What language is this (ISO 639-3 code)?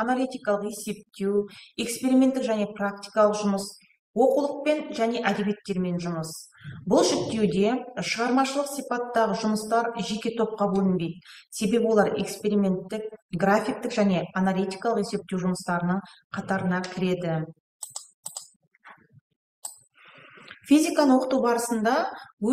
kaz